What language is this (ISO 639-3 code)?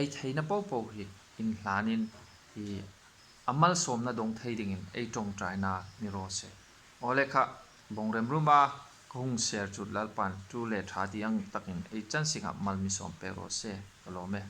hmr